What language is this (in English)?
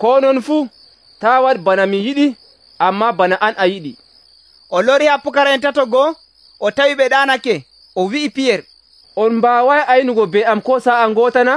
Nigerian Fulfulde